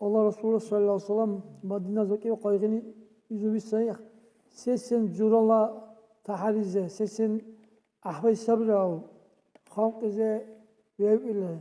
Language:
Dargwa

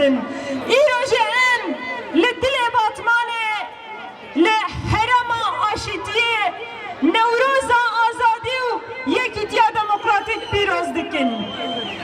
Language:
Kurdish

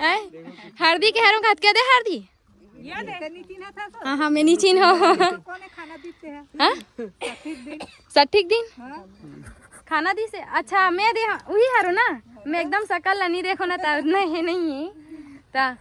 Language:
Chhattisgarhi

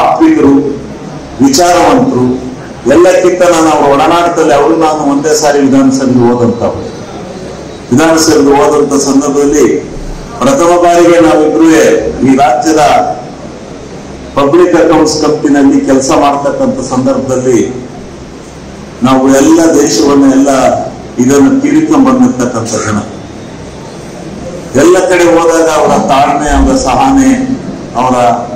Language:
Kannada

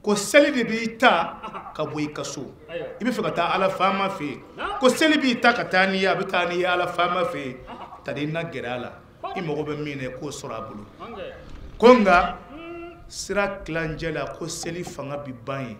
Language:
Bambara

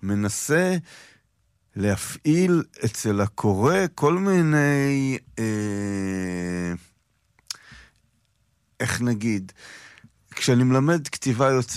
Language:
Hebrew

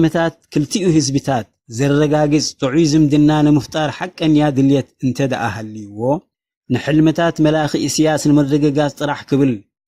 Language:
Tigrinya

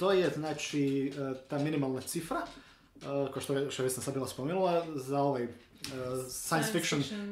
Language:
Croatian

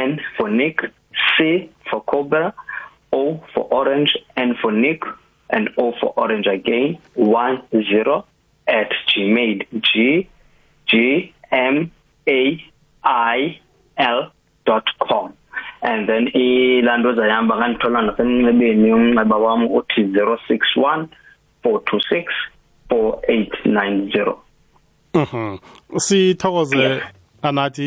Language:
South Ndebele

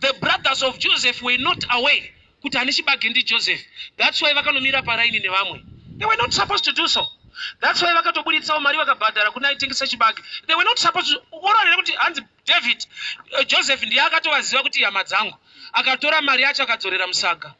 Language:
Shona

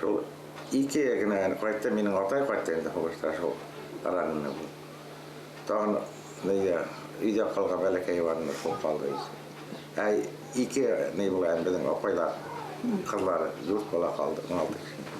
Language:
Bashkir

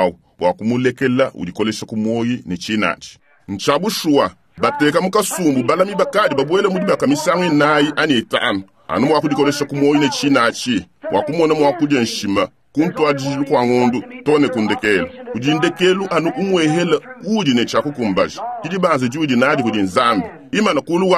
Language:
Luba-Lulua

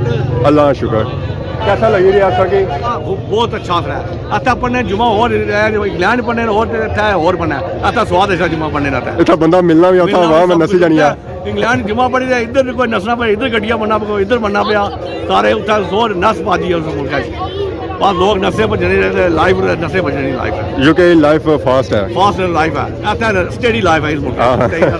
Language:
Pahari-Potwari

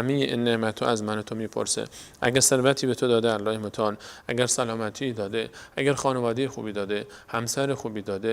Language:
Persian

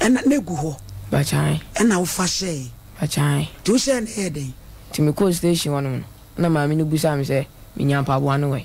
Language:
Akan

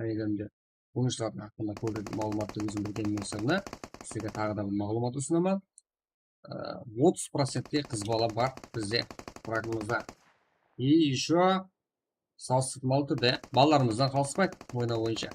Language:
Kara-Kalpak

